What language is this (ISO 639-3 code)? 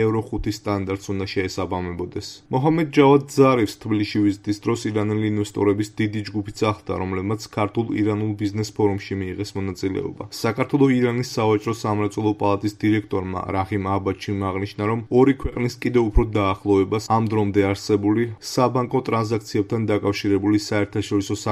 kat